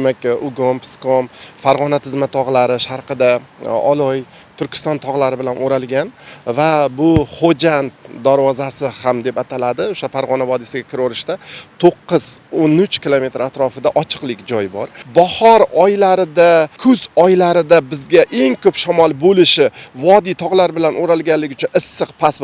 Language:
Uzbek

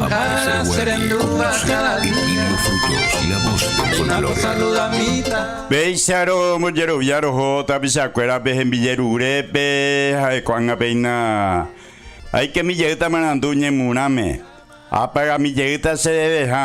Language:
Guarani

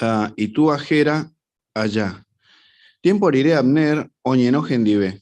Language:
Guarani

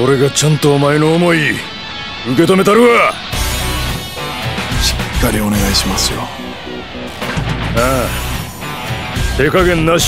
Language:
Japanese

